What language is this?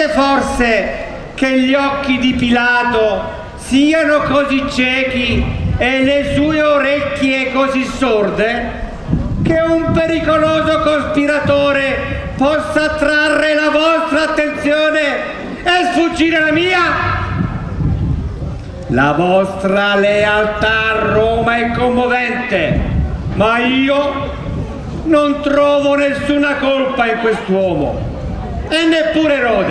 Italian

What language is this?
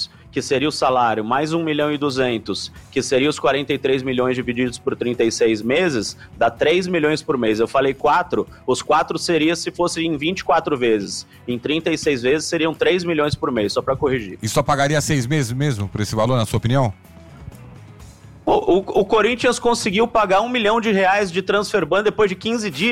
Portuguese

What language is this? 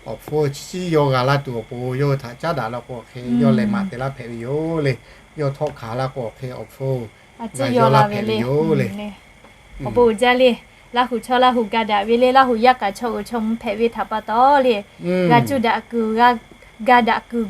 Lahu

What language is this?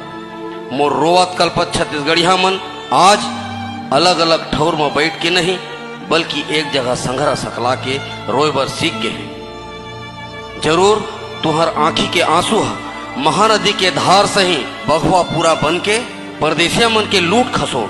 Chhattisgarhi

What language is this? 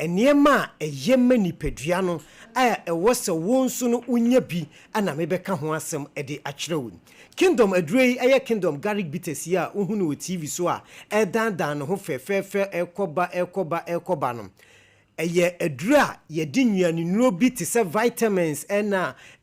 Akan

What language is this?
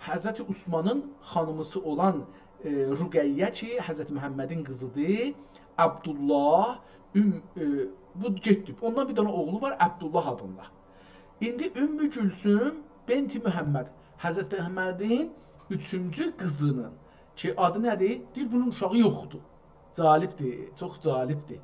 South Azerbaijani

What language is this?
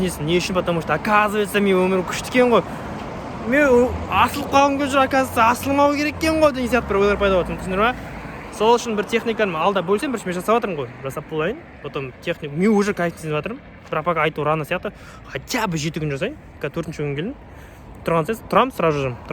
Kazakh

